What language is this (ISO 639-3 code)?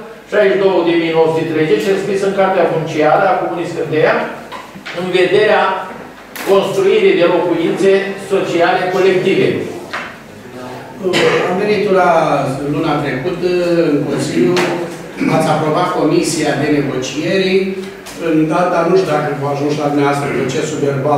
ron